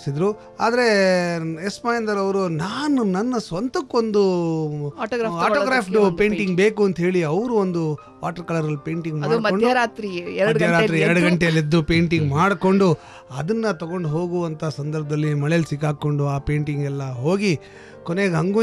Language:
Kannada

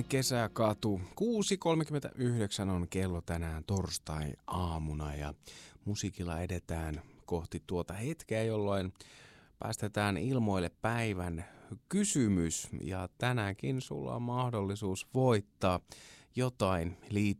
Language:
Finnish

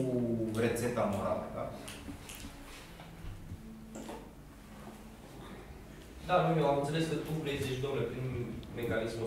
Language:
Romanian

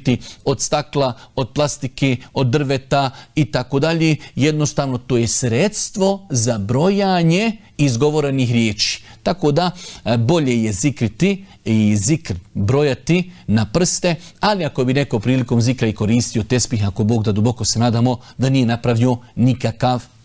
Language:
Bosnian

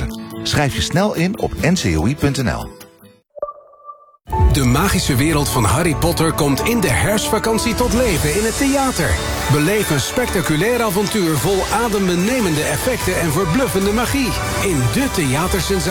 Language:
Dutch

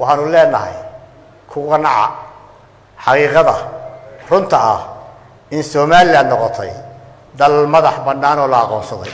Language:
Somali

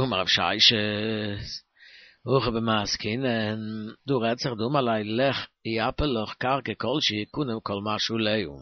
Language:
Yiddish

